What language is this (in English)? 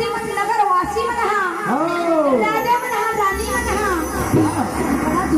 Chhattisgarhi